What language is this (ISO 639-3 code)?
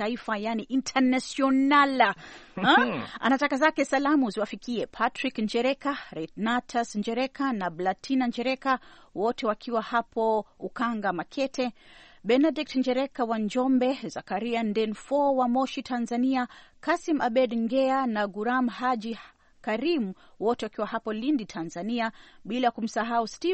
swa